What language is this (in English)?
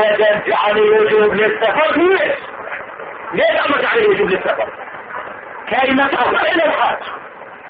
Arabic